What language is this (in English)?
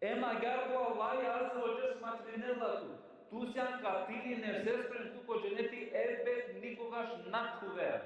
Balkan Romani